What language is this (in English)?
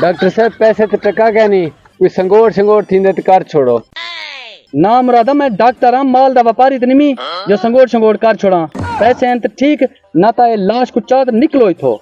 Saraiki